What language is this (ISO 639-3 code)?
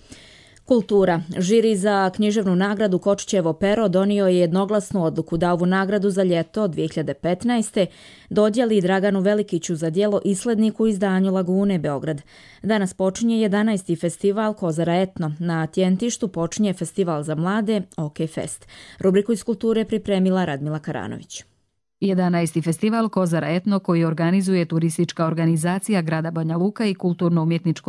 hrv